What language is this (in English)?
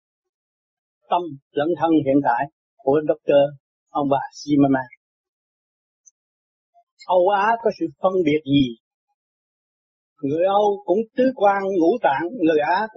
Vietnamese